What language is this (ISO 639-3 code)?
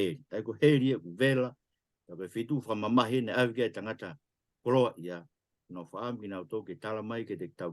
ton